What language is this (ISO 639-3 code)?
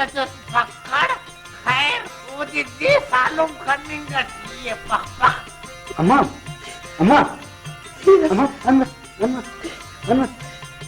brh